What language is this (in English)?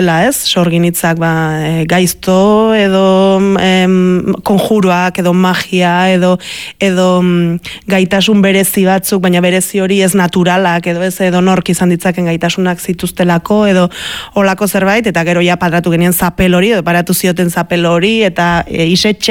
Basque